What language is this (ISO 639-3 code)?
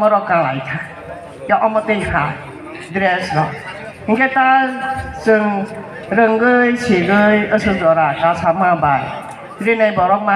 trp